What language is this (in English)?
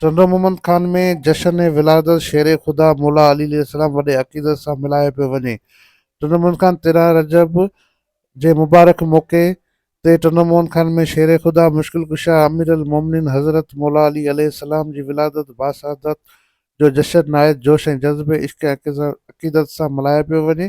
Sindhi